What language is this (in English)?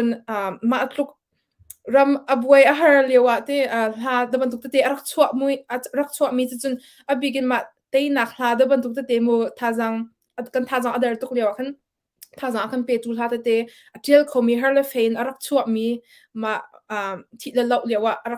Hakha Chin